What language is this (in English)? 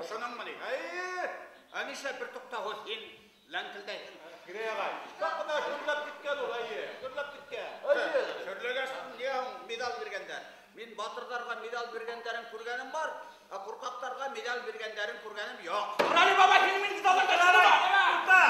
Bashkir